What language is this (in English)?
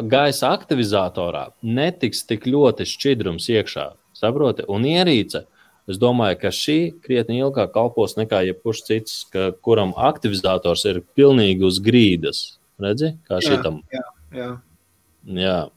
Latvian